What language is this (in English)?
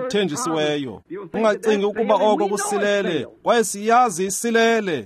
Xhosa